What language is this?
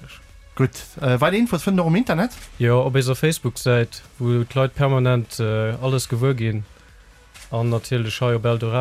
Luxembourgish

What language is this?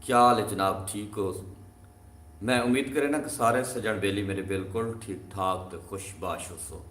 Saraiki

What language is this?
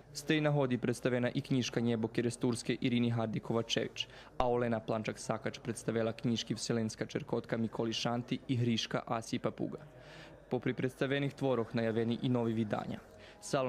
Rusyn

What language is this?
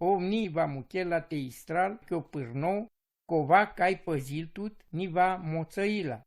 Romany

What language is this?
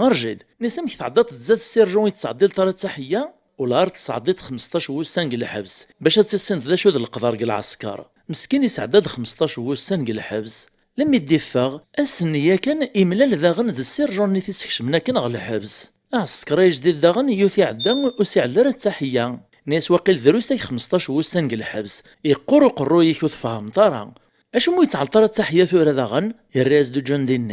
Kabyle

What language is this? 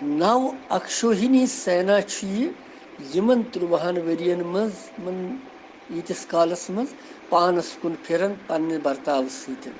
Kashmiri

